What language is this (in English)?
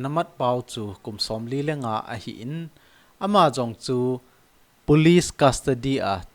Thado Chin